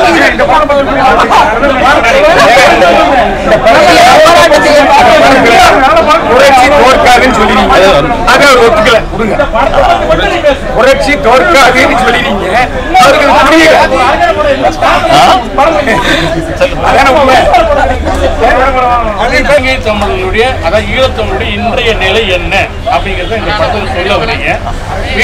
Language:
Tamil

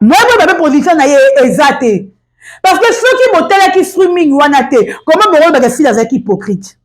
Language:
Lingala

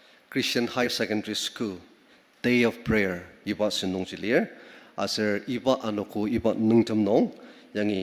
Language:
Ao Naga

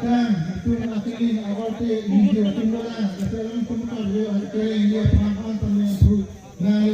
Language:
Karbi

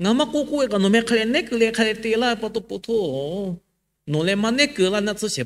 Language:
Lahu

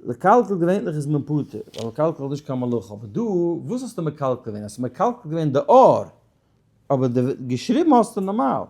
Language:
Yiddish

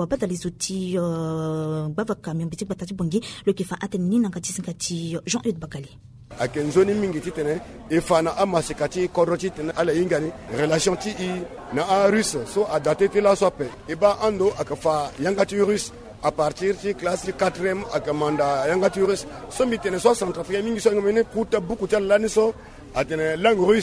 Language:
Sango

